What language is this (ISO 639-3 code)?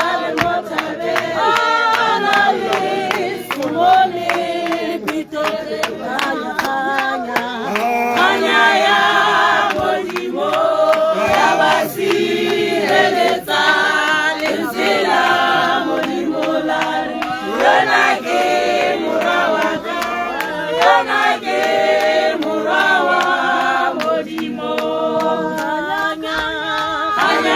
tsn